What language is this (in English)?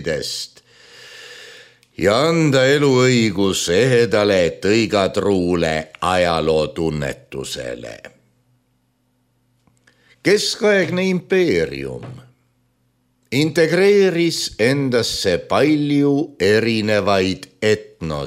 Estonian